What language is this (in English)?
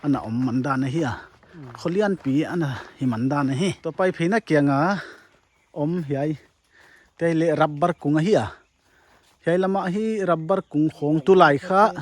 Paite Chin